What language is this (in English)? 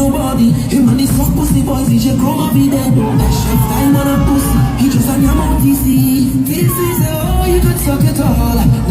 Jamaican Creole English